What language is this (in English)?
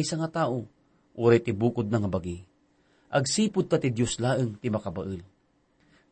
Iloko